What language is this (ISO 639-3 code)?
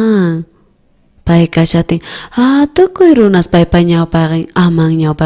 quh